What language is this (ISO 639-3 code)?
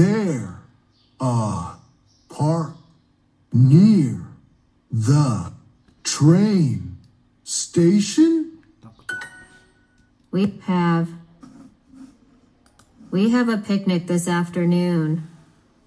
slk